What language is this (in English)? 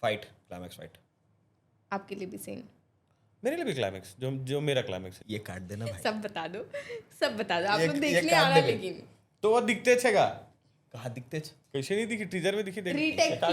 Chhattisgarhi